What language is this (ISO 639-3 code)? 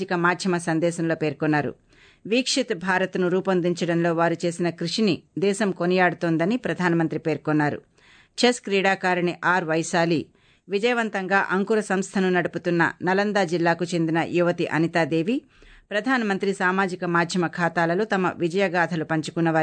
tel